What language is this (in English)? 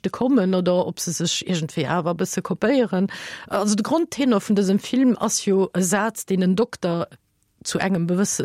Luxembourgish